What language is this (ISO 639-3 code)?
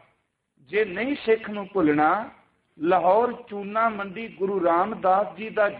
pan